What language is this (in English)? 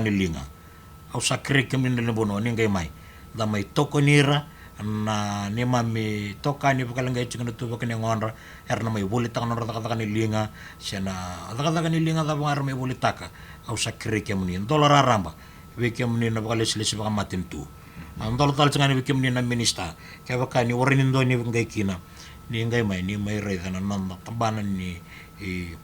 Fijian